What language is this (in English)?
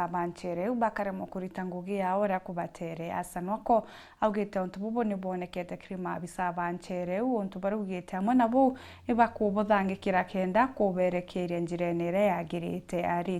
Meru